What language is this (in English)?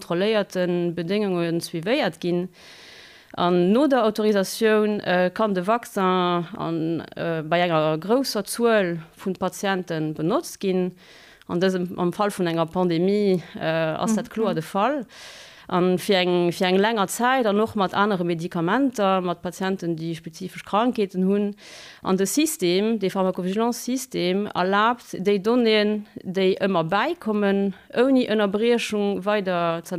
Luxembourgish